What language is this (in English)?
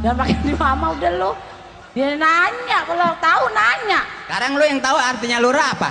Betawi